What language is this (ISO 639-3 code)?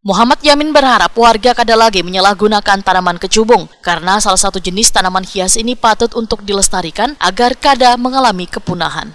bjn